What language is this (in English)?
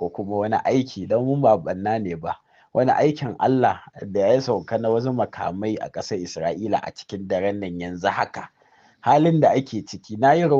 Hausa